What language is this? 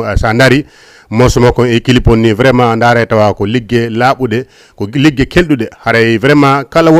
Fula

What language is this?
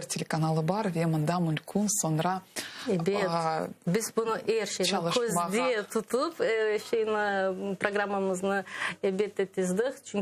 Crimean Tatar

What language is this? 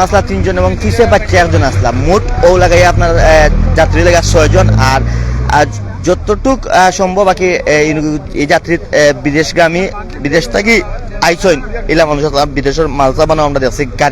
Sylheti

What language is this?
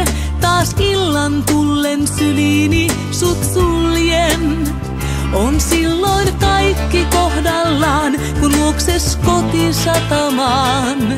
Finnish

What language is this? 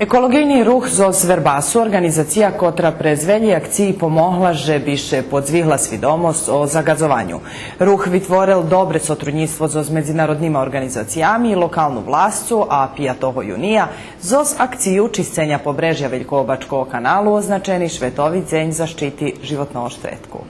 Rusyn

